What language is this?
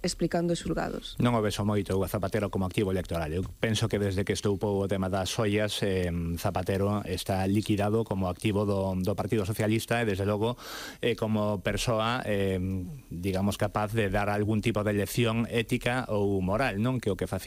Galician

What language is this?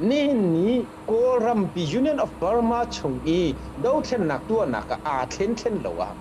Falam Chin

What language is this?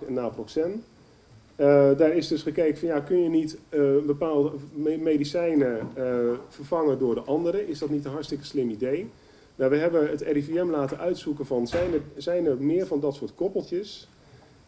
Dutch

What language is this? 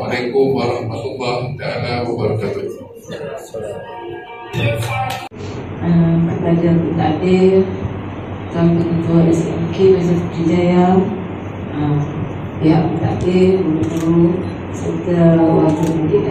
Malay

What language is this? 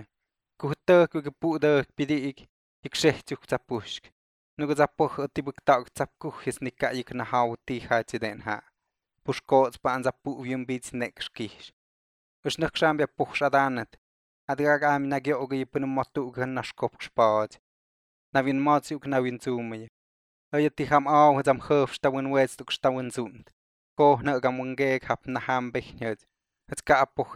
Slovenian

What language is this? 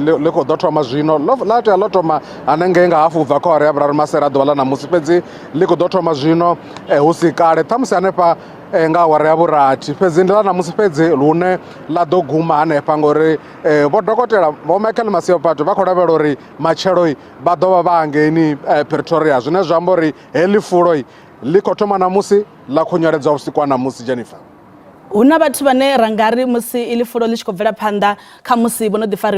Venda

